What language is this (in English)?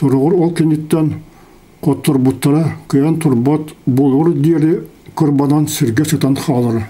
Yakut